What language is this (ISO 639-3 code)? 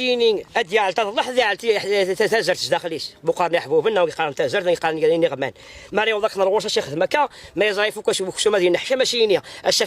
kab